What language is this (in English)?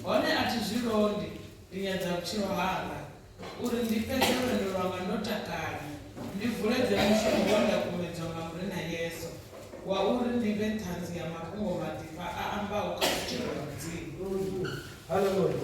Venda